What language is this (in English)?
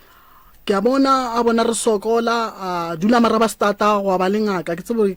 Northern Sotho